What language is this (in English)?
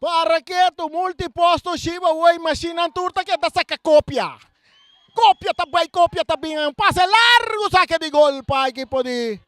Papiamento